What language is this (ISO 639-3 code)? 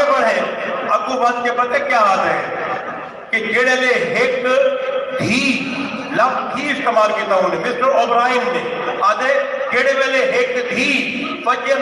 skr